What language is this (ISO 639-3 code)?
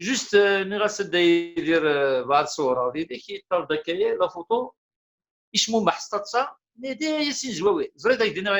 kab